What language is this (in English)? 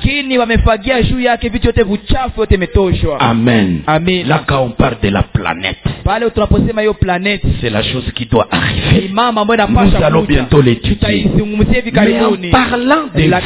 Swahili